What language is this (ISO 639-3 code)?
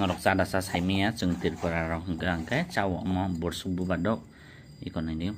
trp